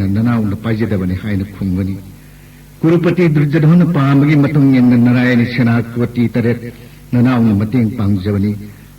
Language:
Manipuri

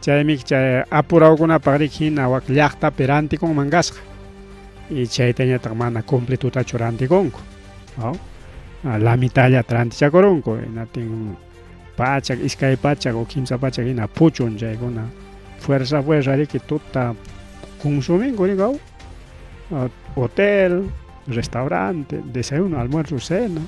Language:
Ayacucho Quechua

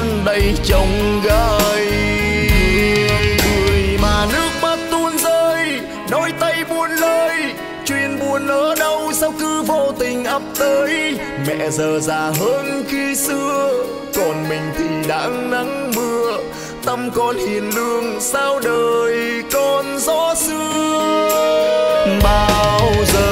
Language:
Vietnamese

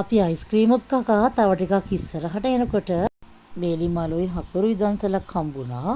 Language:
Sinhala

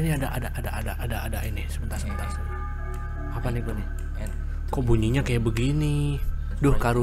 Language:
Indonesian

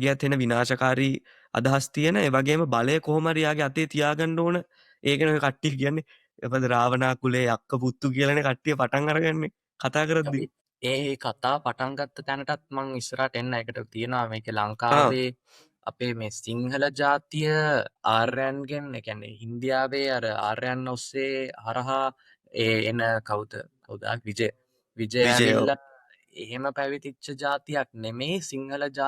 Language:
Sinhala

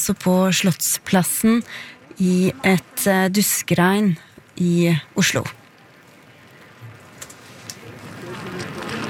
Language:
Norwegian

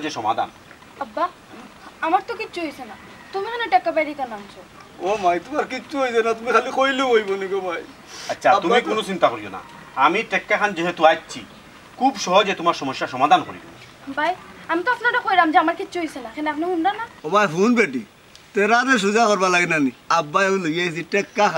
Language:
Sylheti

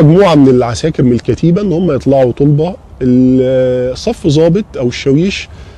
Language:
Egyptian Arabic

